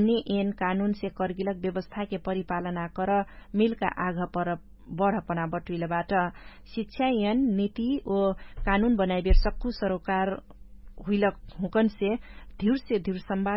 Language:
Dangaura Tharu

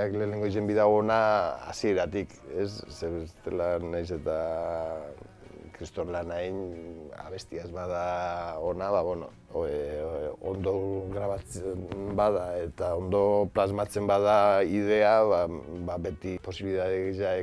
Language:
Basque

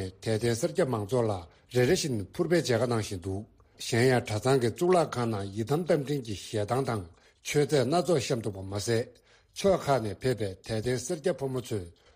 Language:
Tibetan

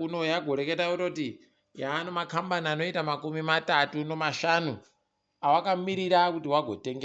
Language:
Ndau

